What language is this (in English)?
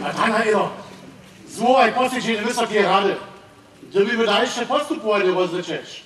Upper Sorbian